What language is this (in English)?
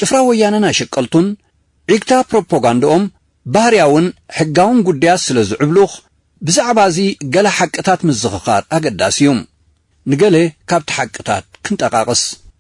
Tigrinya